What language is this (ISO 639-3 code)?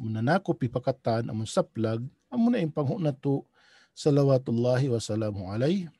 tsg